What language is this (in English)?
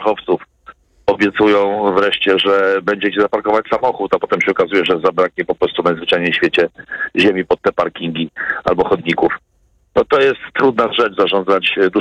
Polish